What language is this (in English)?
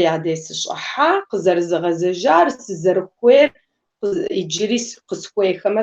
Kabardian